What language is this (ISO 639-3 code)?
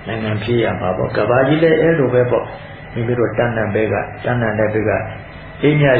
mya